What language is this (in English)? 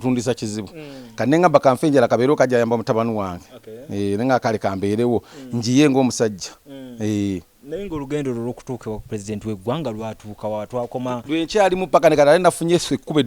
Ganda